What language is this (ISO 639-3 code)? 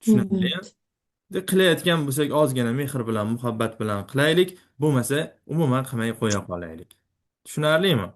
uzb